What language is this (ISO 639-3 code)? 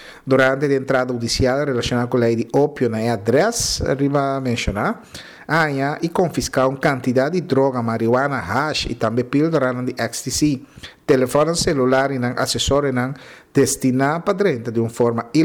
pap